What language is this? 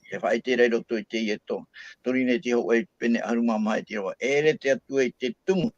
Tahitian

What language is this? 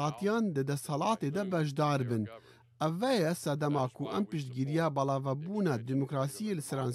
Kurdish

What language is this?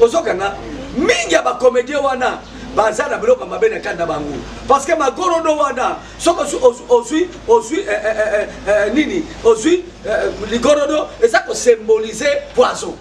Lingala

